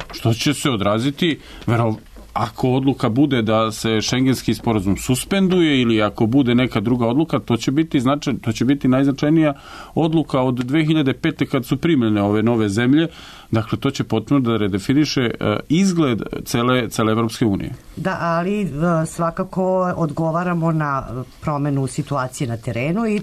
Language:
Serbian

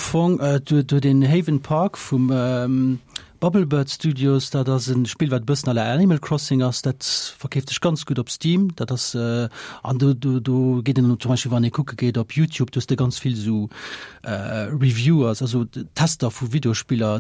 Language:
Luxembourgish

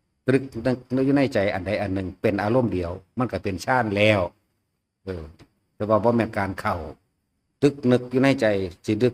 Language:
Northeastern Thai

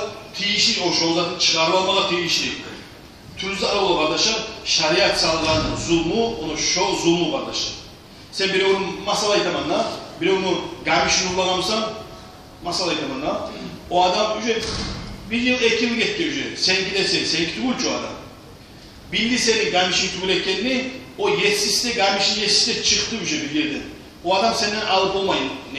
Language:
Kumyk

